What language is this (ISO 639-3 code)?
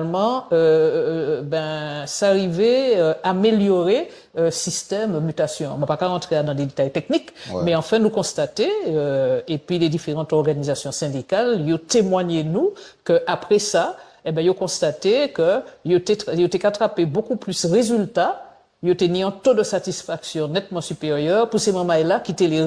gcf